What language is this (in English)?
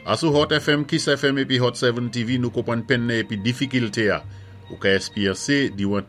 Saint Lucian Creole French